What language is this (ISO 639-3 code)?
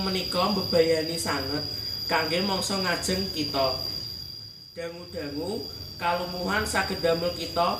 jav